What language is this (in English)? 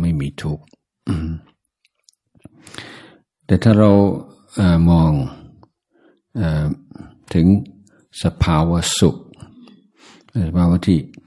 Thai